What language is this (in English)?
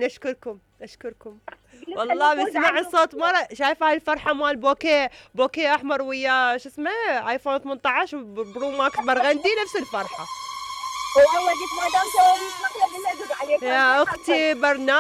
Mesopotamian Arabic